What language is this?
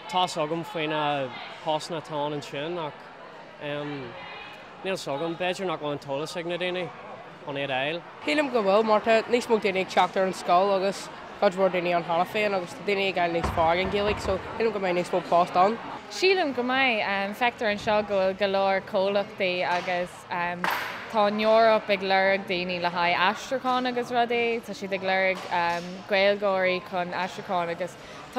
Irish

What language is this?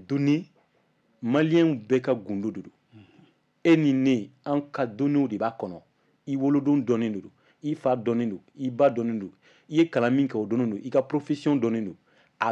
Bambara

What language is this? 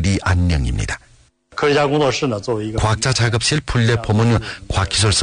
Korean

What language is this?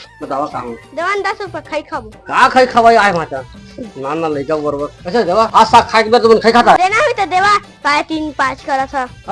Chhattisgarhi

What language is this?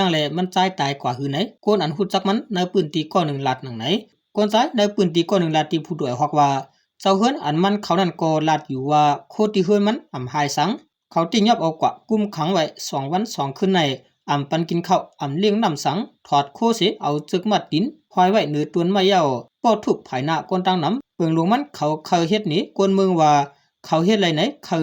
Shan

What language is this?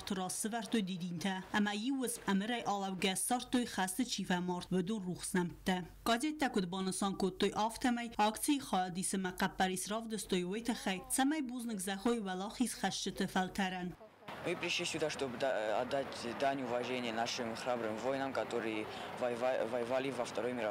Ossetic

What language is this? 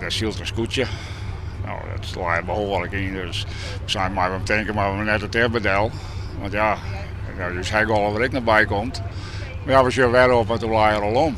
Western Frisian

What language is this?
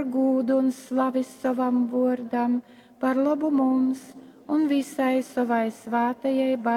Latgalian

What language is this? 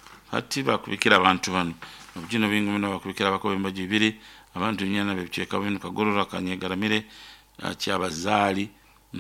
Nyoro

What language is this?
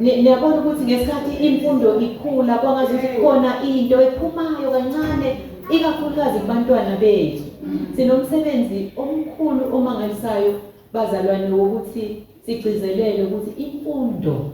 Zulu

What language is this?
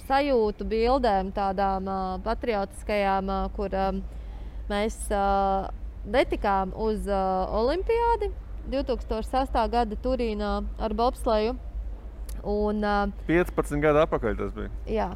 Latvian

